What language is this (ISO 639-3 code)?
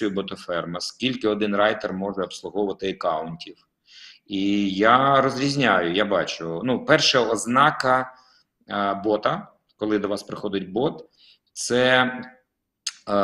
ukr